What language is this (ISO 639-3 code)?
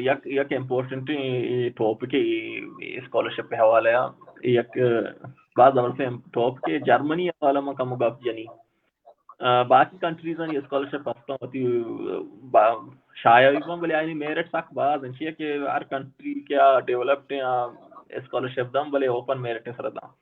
bal